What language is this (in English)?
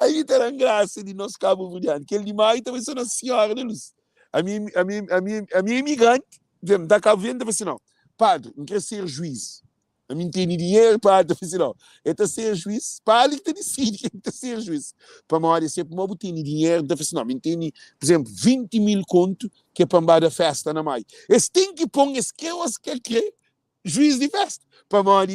Kabuverdianu